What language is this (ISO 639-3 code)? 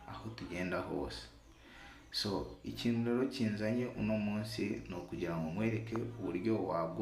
kin